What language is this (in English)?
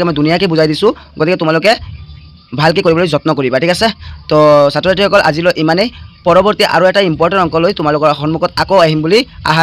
Assamese